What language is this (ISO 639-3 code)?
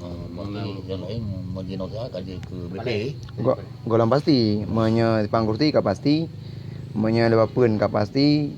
ace